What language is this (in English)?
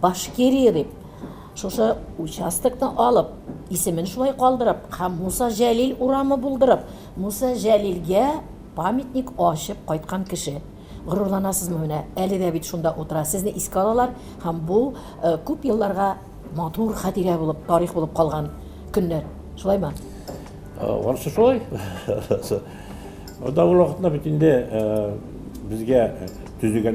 Tatar